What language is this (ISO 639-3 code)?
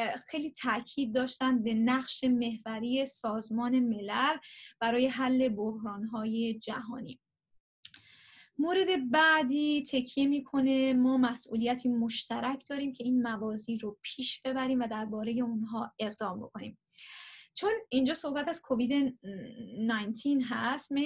fas